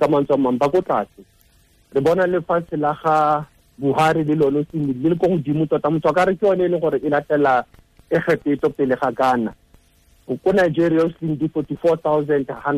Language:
Tswana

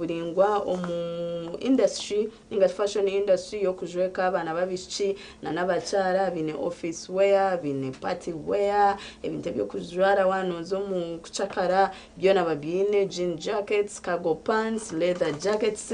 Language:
Nyankole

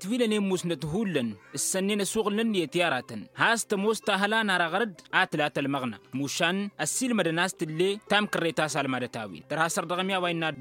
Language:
Tamasheq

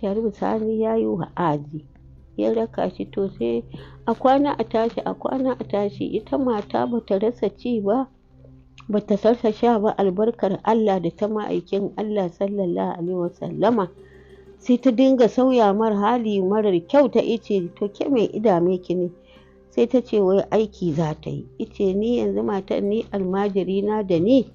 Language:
Hausa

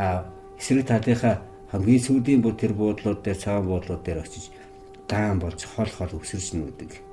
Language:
Mongolian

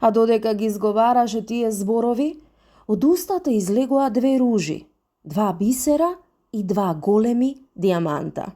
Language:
Macedonian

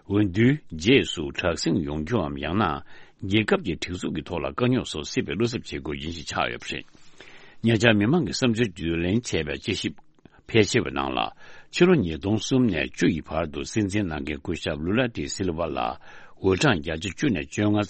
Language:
Tibetan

